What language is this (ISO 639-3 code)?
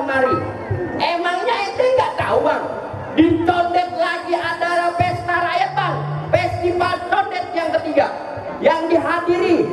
bew